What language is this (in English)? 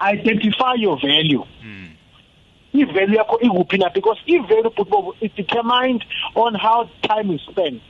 South Ndebele